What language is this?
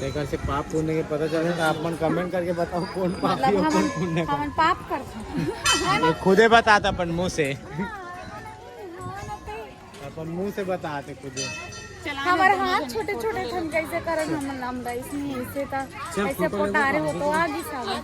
Chhattisgarhi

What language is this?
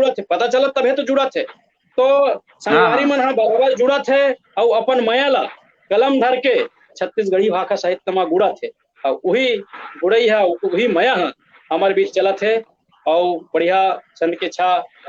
Chhattisgarhi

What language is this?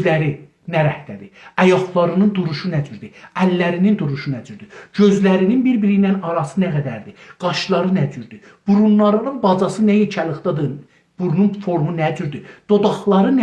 South Azerbaijani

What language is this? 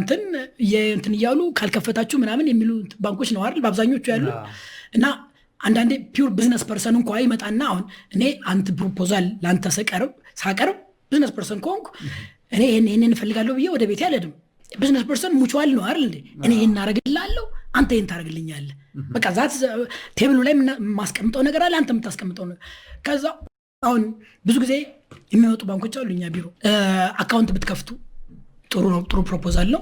Amharic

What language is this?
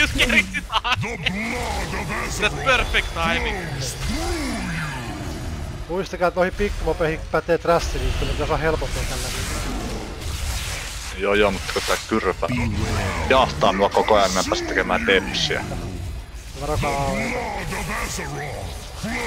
Finnish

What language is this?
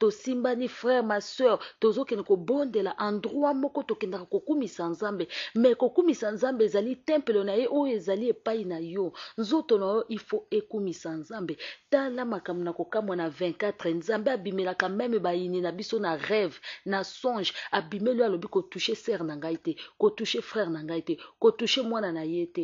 Lingala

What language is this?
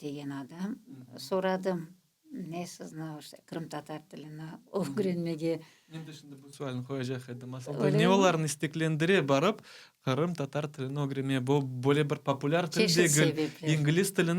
Crimean Tatar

